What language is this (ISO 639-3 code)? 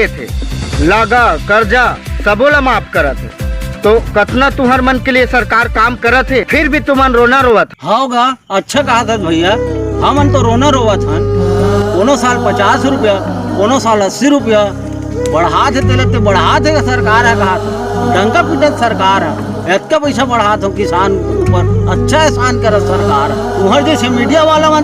hne